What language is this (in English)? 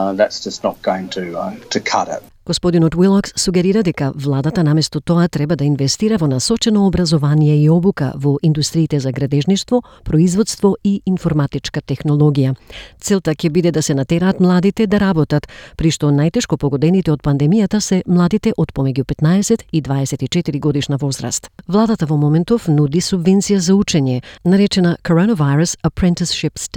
Macedonian